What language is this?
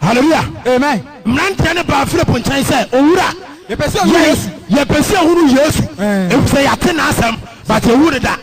Akan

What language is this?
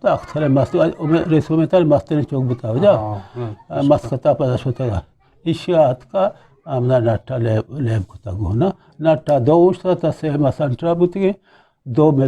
Eastern Balochi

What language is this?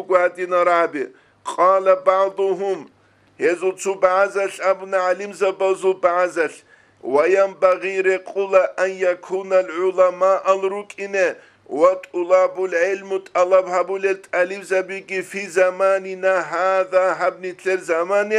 Avaric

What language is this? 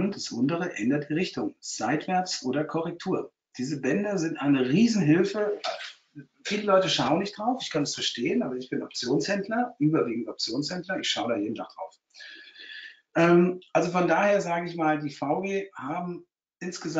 German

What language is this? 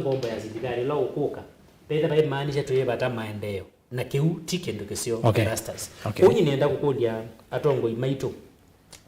Kamba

